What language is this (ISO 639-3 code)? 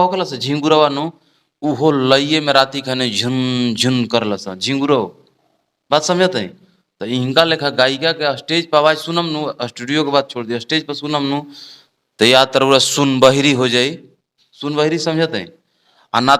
bho